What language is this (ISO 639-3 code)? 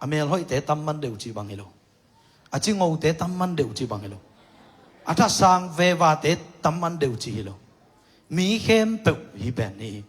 ctd